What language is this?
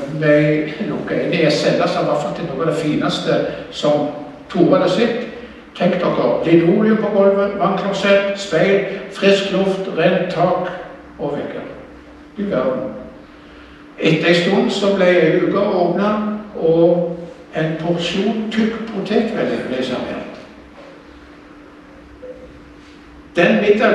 Norwegian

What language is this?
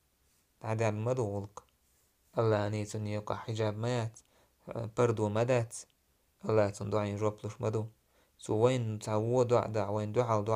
Chechen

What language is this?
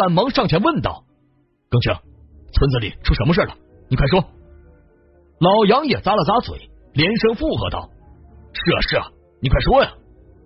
Chinese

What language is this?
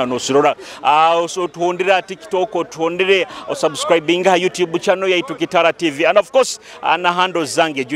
Nyoro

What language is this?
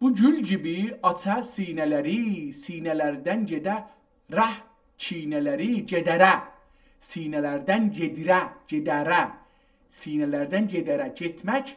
South Azerbaijani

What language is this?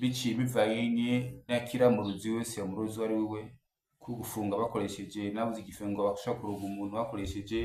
Rundi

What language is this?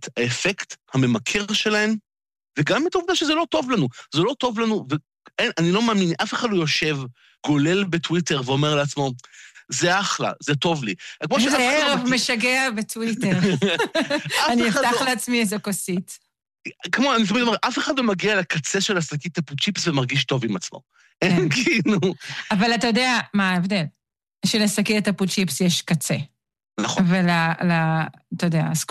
Hebrew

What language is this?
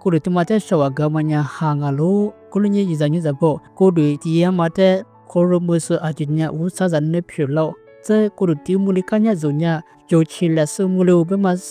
Lisu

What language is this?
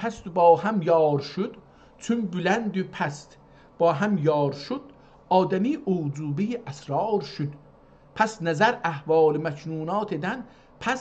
South Azerbaijani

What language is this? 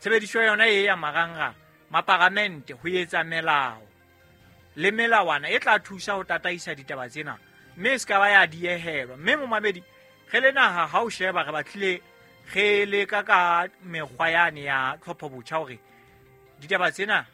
Southern Sotho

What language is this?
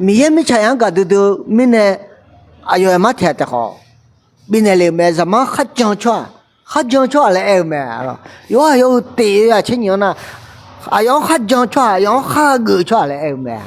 Akha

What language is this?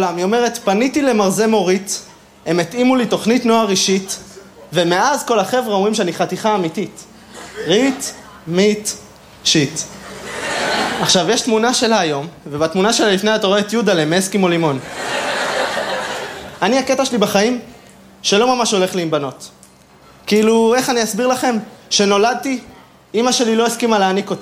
Hebrew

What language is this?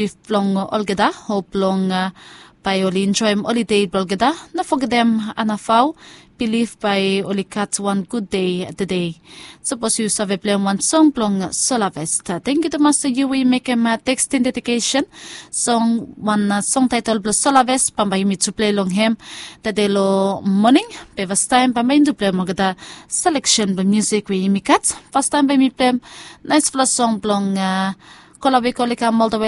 Bislama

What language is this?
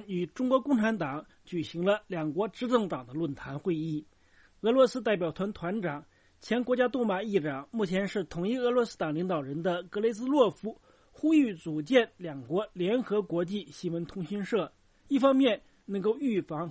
Chinese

